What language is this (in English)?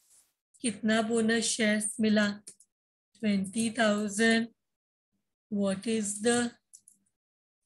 English